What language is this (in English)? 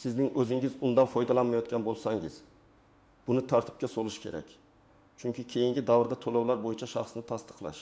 Uzbek